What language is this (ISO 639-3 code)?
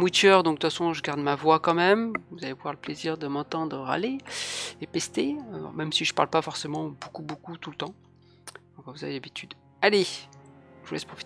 fra